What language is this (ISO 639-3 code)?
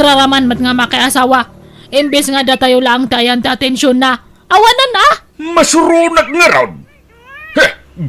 ilo